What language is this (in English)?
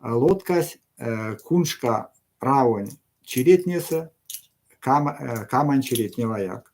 Erzya